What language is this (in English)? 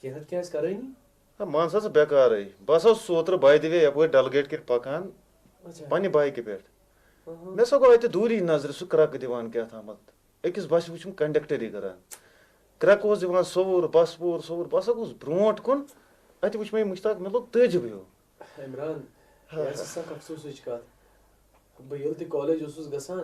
Kashmiri